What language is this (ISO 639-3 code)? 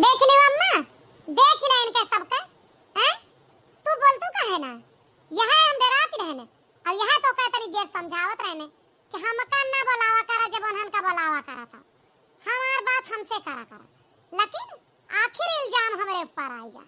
awa